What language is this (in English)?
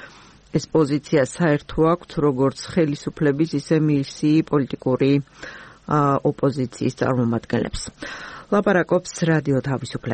Georgian